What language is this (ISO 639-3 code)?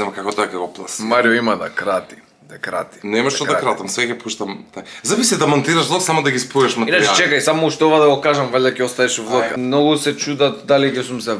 mkd